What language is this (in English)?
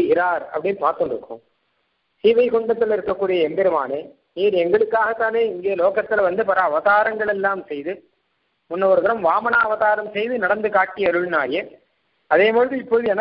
Tamil